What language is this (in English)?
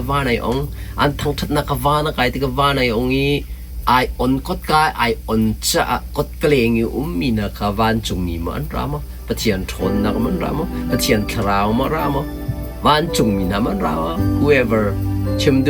Hakha Chin